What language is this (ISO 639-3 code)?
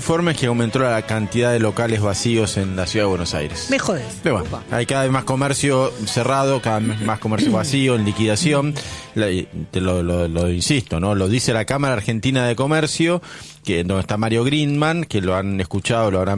spa